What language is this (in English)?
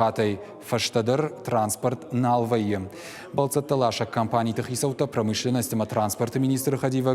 Ossetic